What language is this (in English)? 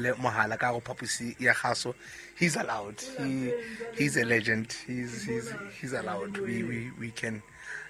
Southern Sotho